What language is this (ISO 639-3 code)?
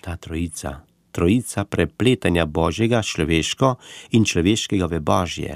slv